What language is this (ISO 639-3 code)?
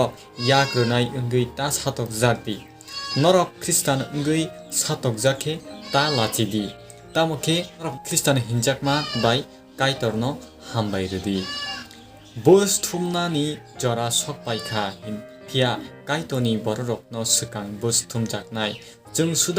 trp